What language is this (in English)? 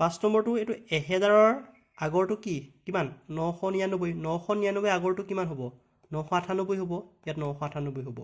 Assamese